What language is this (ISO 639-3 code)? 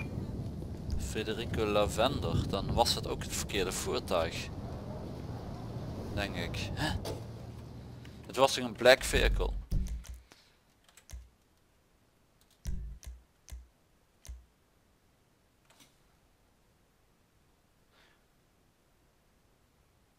nld